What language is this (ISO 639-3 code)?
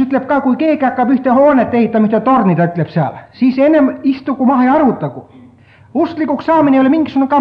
est